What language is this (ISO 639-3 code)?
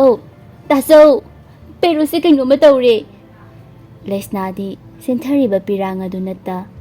mni